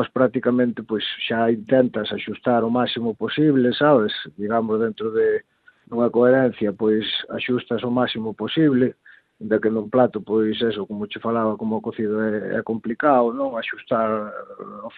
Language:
Galician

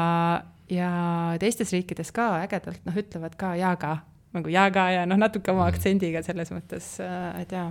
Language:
Estonian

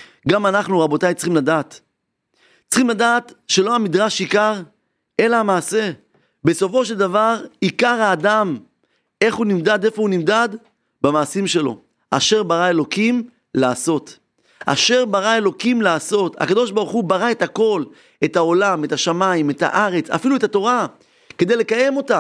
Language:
Hebrew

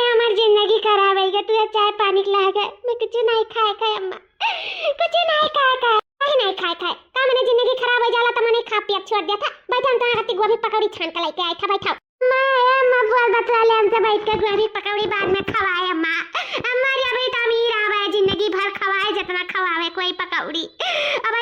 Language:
Awadhi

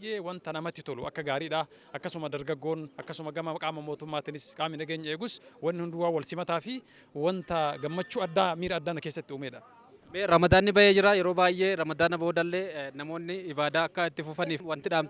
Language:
Oromo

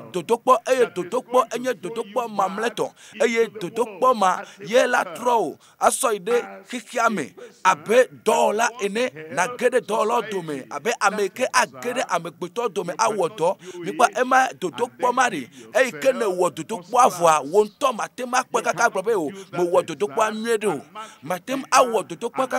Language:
Ewe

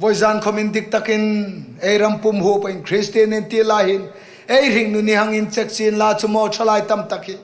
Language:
Hmar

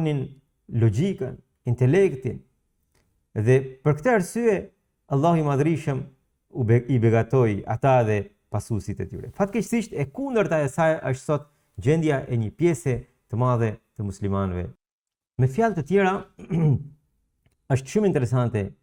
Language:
Albanian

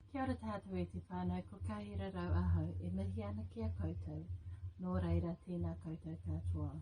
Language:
Māori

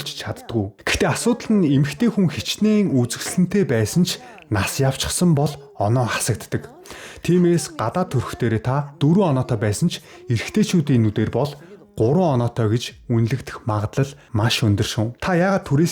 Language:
Mongolian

